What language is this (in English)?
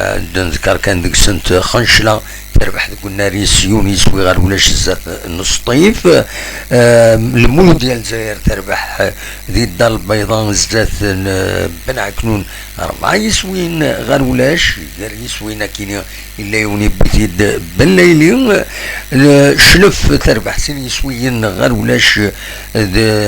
Kabyle